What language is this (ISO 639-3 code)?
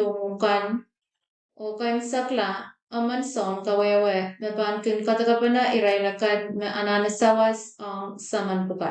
pon